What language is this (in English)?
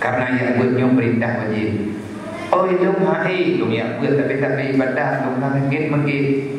Achinese